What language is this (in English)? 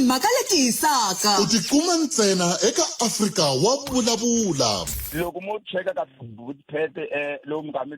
Tsonga